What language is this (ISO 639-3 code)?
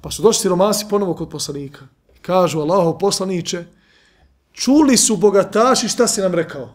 bos